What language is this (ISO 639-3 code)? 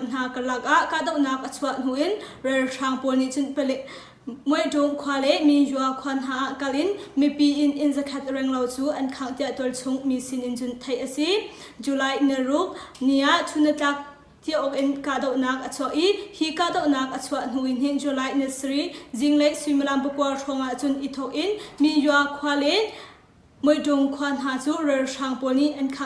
cnh